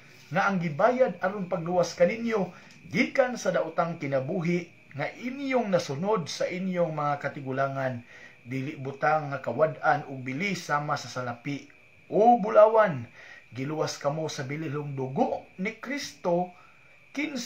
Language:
Cebuano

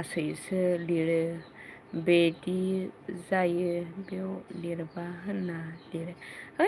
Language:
Bodo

